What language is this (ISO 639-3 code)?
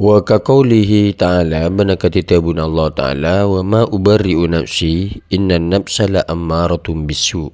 mad